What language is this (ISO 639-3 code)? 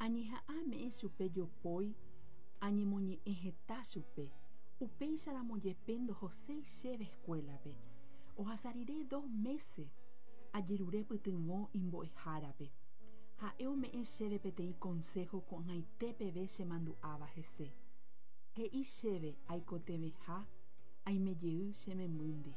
grn